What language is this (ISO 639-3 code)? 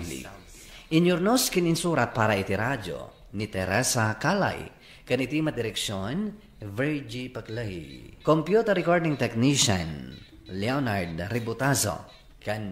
ilo